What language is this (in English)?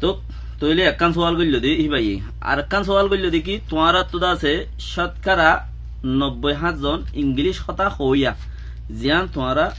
Rohingya